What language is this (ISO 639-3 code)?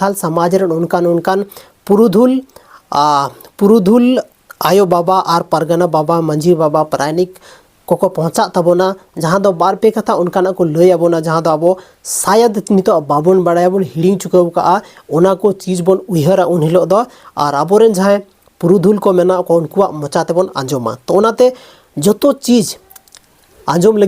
sat